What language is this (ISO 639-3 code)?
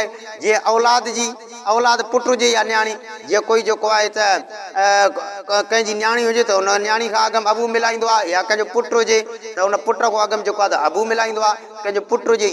snd